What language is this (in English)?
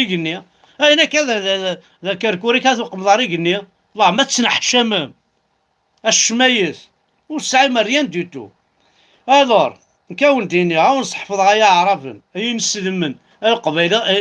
Kabyle